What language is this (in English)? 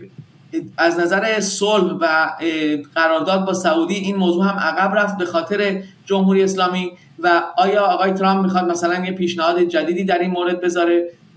Persian